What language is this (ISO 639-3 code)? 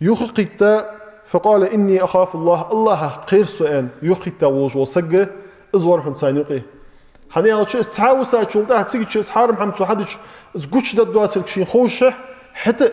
inh